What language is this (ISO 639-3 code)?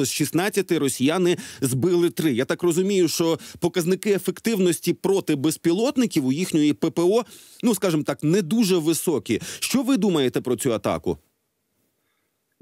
ukr